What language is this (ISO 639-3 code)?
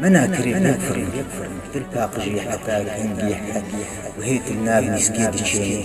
kur